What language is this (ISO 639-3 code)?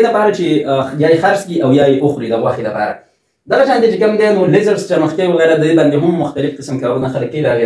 pus